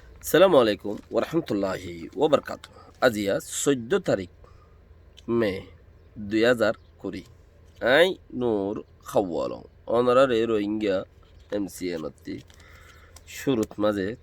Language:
Rohingya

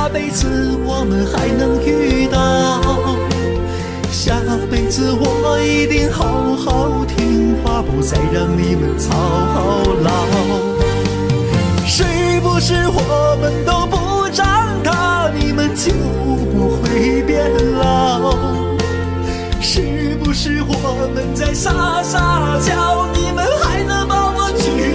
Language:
Chinese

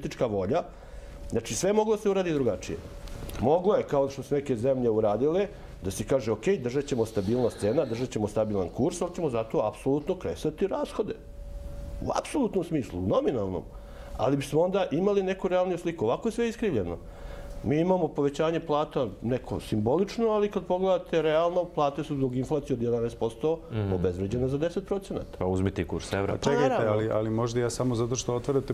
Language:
Serbian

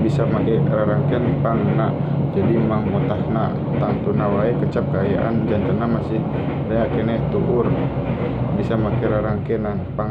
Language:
Sundanese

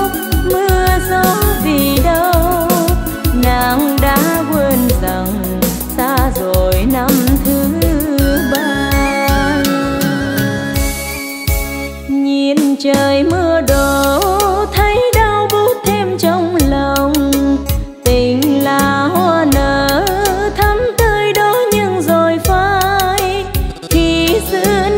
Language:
Vietnamese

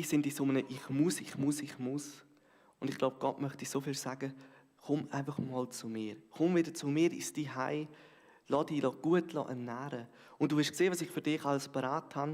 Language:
Swiss German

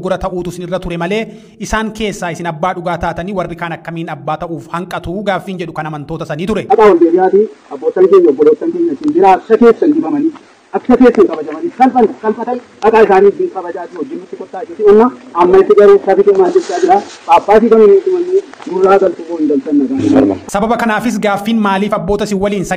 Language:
Oromo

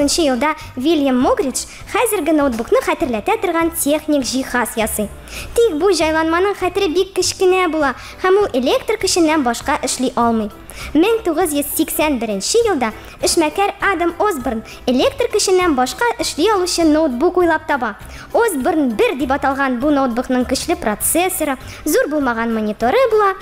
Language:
Tatar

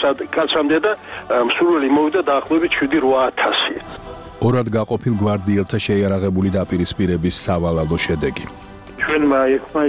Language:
Georgian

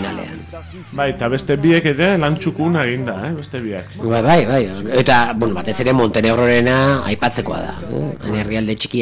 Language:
Basque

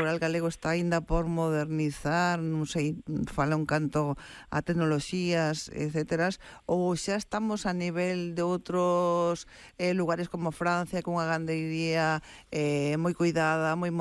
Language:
Galician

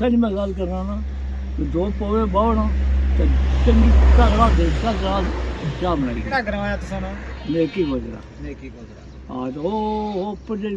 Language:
Pahari-Potwari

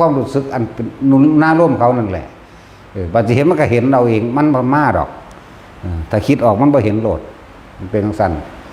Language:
Northeastern Thai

